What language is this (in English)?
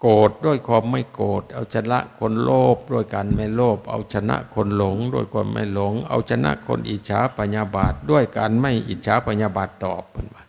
Northeastern Thai